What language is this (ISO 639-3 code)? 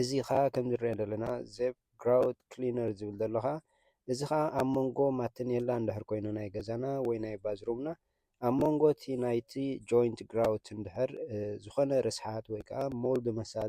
tir